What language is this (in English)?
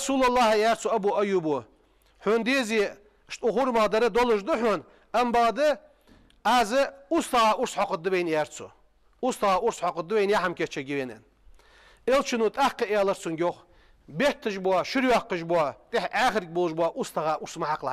Ingush